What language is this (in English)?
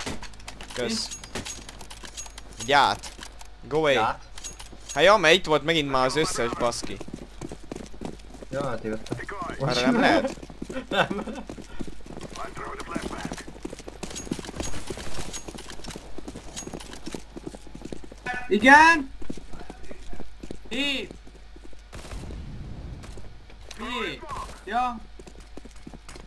Hungarian